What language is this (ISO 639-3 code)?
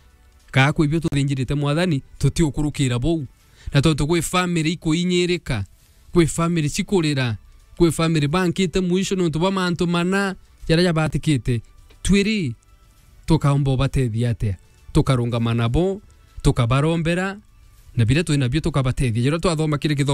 mer